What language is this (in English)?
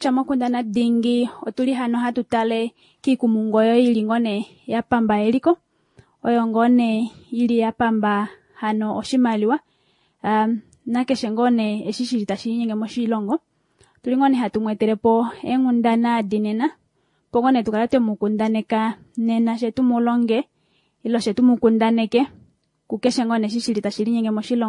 Kuanyama